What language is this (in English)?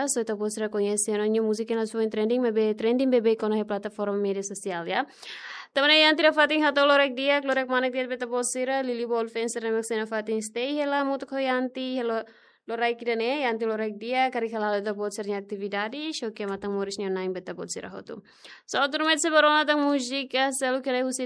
Tetum